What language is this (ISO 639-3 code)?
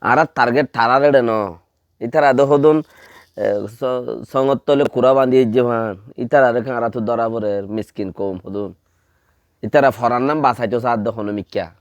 rhg